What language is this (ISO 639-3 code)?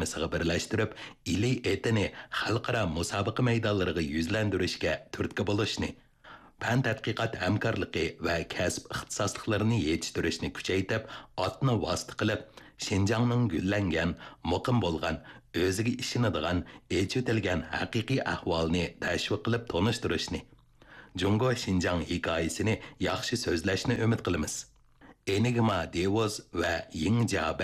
uig